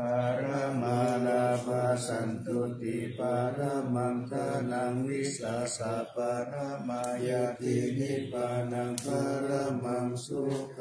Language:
Pali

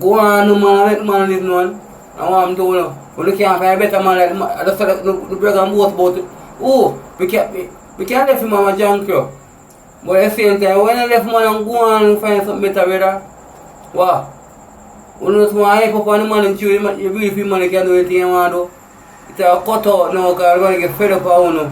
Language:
Jamaican Creole English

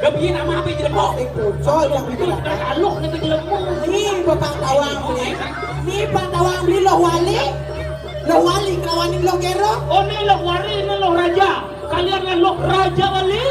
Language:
Balinese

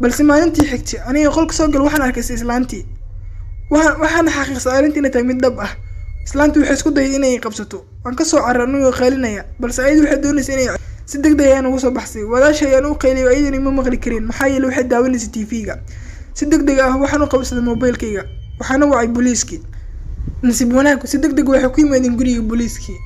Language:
Somali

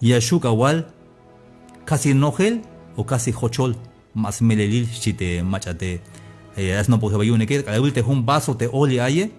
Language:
Tzeltal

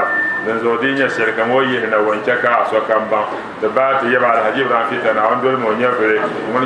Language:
Dagbani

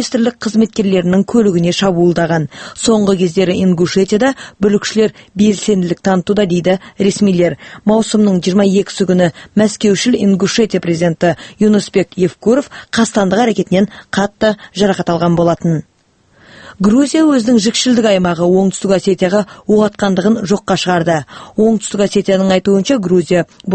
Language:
Kazakh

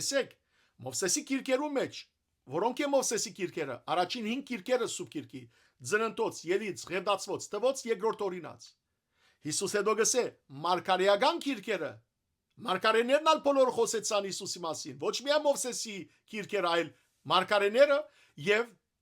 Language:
Western Armenian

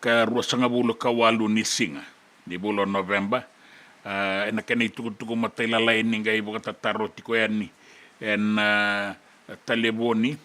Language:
Fijian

